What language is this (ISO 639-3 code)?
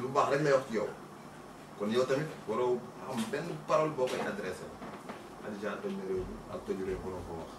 wol